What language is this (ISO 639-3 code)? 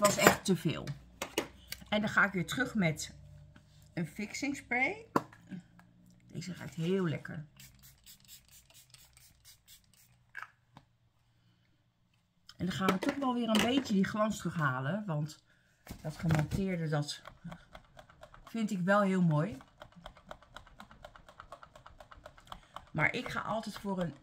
nld